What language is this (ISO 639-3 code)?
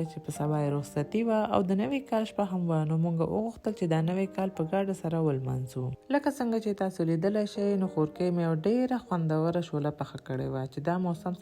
pus